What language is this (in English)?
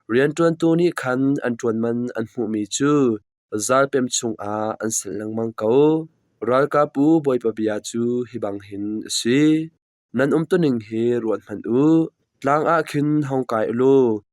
Hakha Chin